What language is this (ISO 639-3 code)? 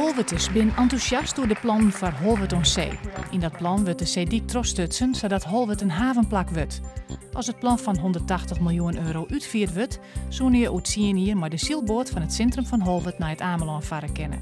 fry